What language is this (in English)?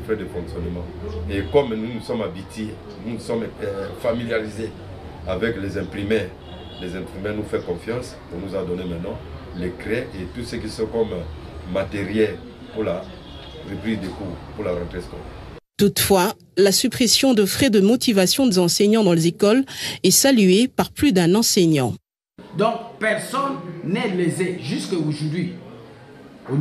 French